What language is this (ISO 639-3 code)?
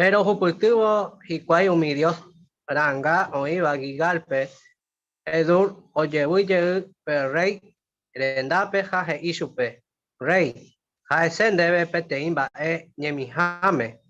grn